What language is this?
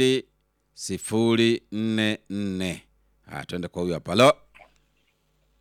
Swahili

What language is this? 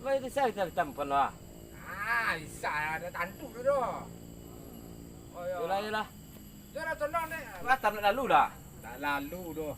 Minangkabau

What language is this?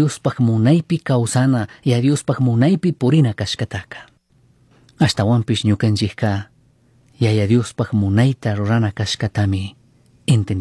Chimborazo Highland Quichua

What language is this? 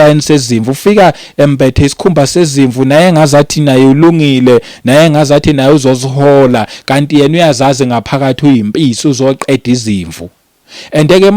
Zulu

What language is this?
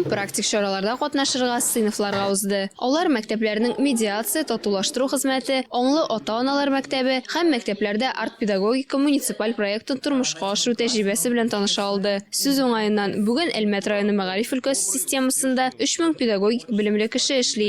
Tatar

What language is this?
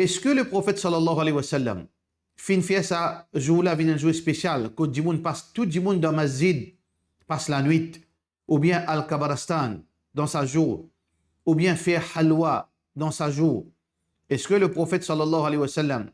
Morisyen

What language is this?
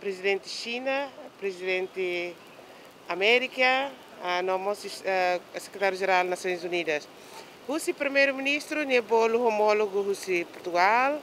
Tetum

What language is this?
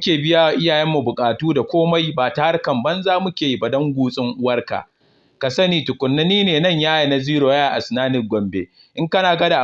Hausa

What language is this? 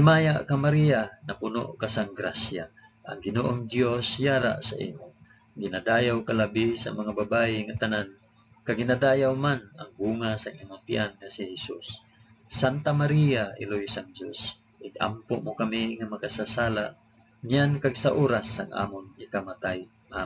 Hiligaynon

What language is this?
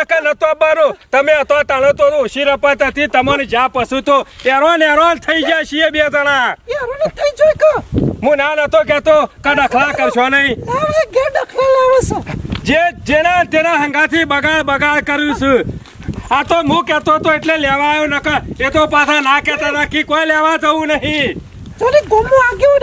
Gujarati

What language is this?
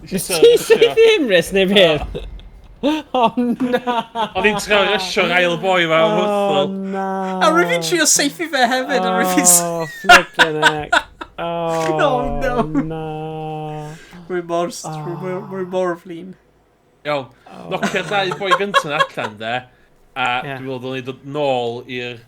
Welsh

